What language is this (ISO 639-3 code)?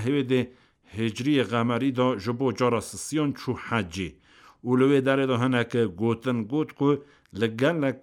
kur